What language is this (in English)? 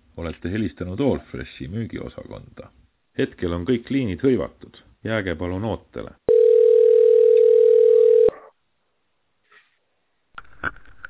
Estonian